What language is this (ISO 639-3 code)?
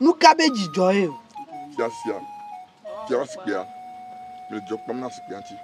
ewe